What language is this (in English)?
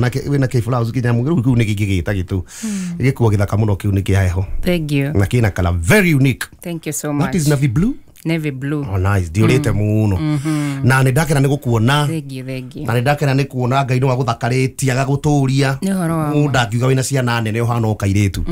Kikuyu